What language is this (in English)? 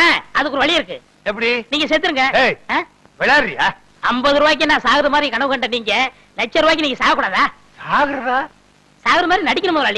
Tamil